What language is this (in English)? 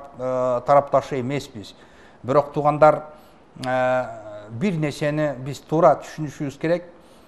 Kyrgyz